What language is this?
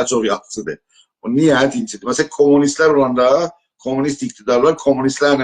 South Azerbaijani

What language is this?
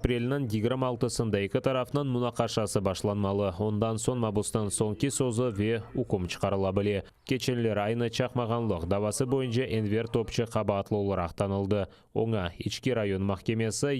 Crimean Tatar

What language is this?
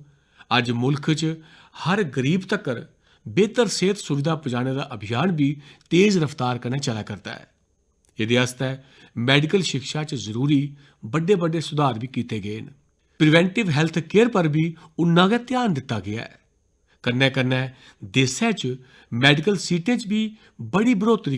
Dogri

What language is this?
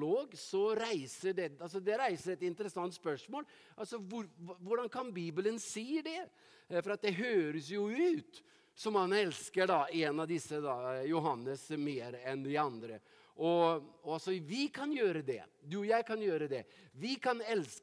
Norwegian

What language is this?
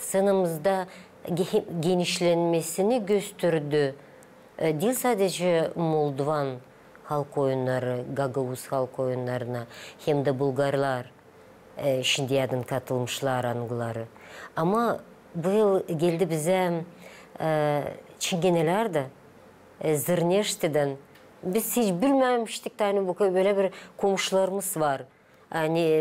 Gagauz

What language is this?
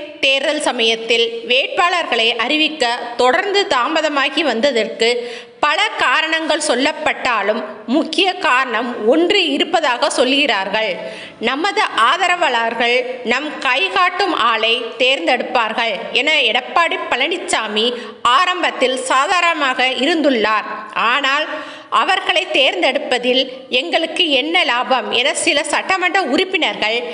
Tamil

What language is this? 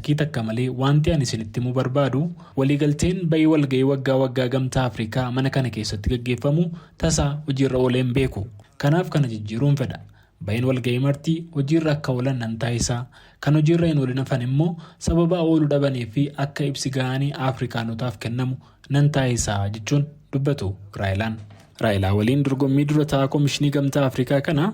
Oromo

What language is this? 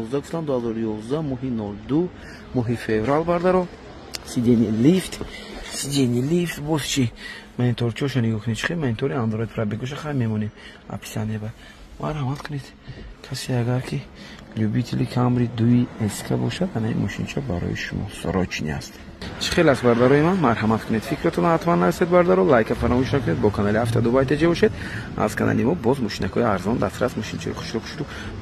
Tajik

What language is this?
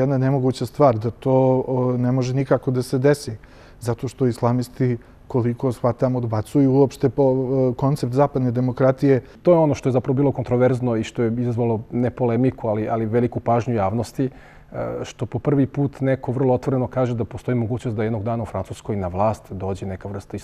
Serbian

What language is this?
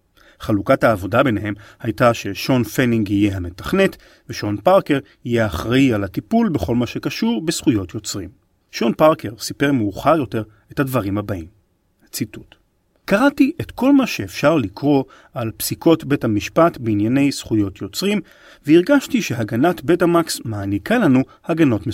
Hebrew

